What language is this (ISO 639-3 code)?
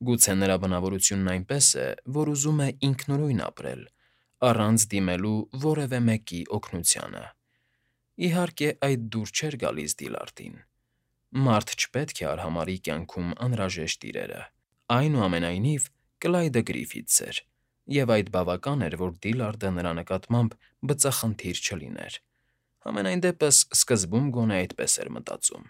hye